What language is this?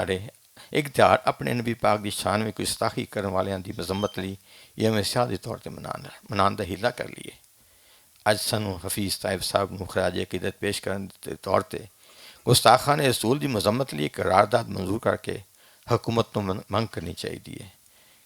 Western Panjabi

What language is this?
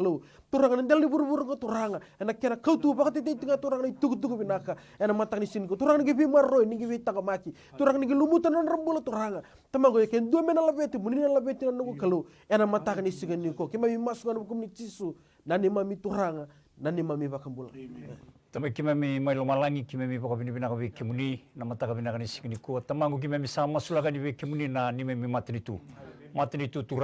Fijian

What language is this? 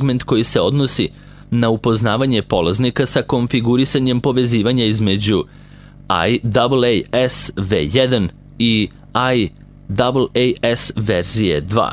Serbian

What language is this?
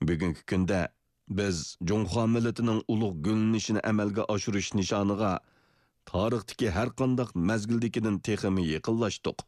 Uyghur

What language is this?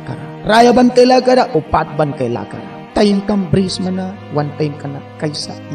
Mískito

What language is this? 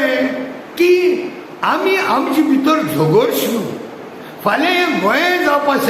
Konkani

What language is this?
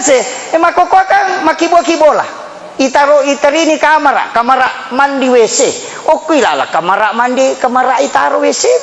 Buginese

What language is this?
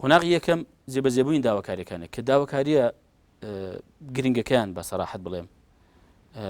Central Kurdish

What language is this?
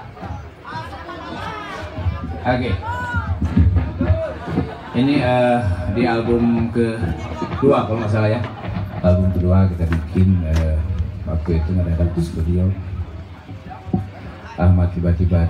Indonesian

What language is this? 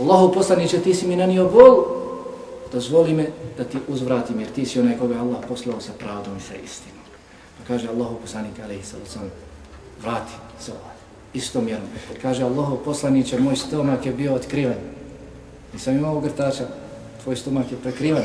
Bosnian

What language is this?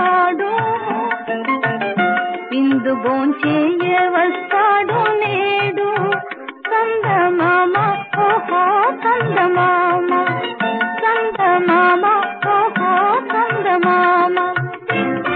Telugu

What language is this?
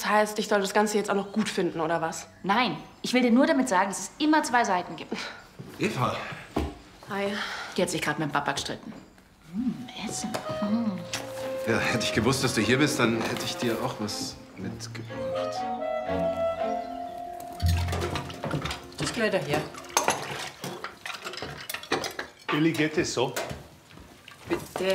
German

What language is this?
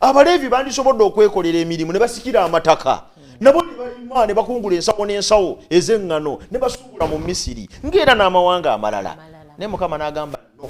Ganda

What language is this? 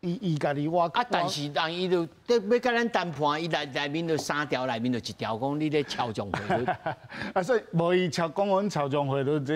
Min Nan Chinese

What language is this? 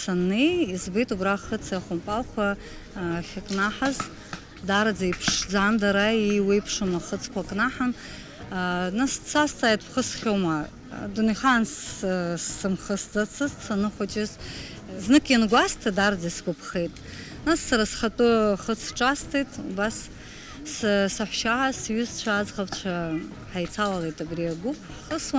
Abkhazian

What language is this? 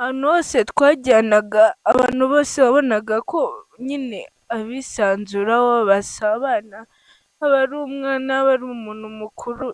Kinyarwanda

